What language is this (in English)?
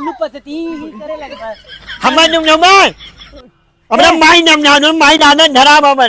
Awadhi